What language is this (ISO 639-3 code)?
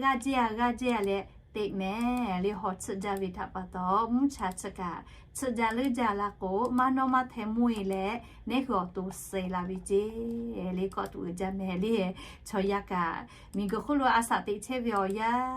lhu